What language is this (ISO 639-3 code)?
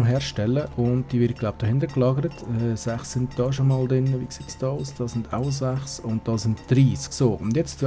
gsw